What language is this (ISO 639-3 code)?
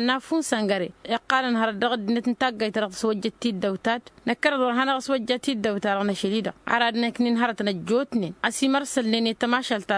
taq